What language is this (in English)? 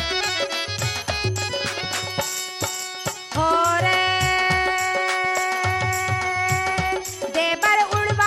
Bhojpuri